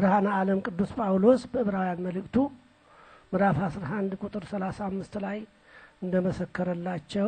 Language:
Amharic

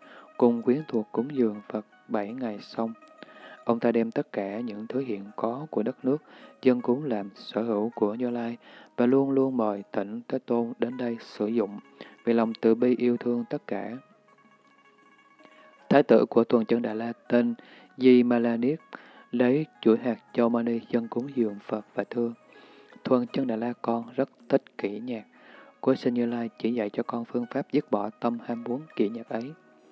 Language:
Vietnamese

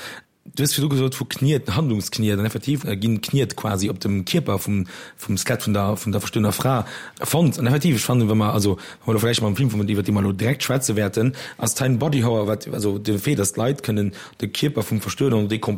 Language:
Luxembourgish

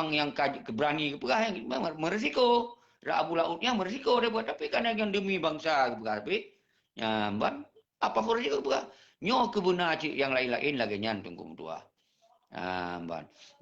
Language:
Achinese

